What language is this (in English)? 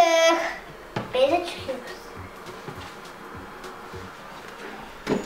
Turkish